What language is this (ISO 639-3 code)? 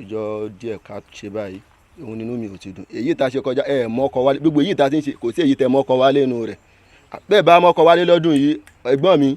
yor